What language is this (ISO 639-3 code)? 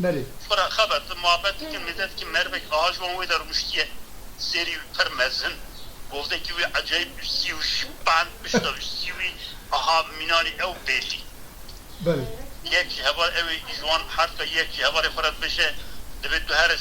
kur